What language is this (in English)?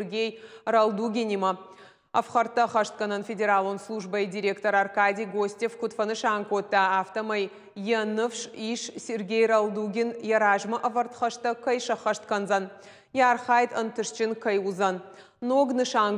Ossetic